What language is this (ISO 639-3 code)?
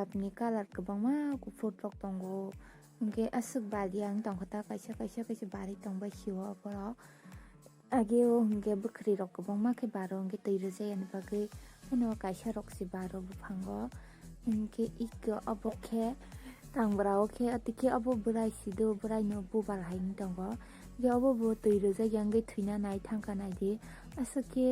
trp